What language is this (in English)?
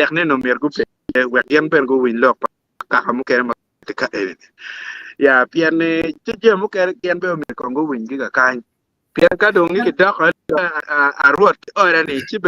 Acoli